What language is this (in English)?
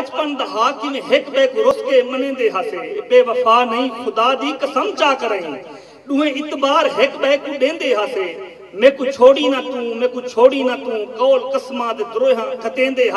Saraiki